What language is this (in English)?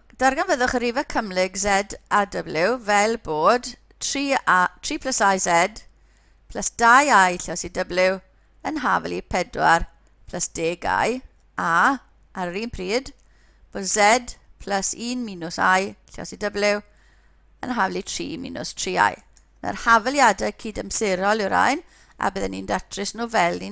Welsh